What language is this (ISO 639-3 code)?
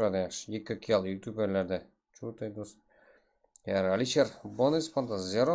kaa